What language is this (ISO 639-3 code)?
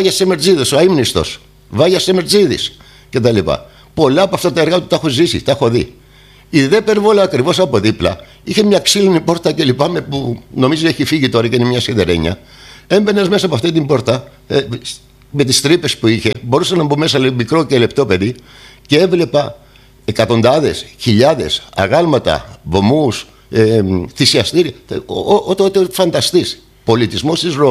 ell